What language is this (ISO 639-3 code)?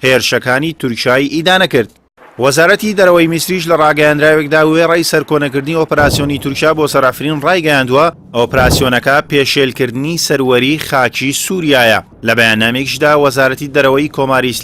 ckb